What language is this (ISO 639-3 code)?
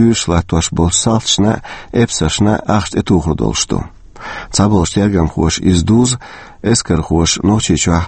che